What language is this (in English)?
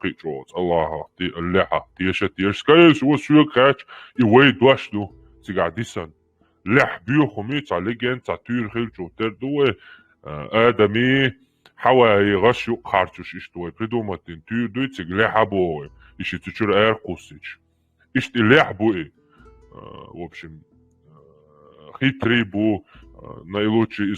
Chechen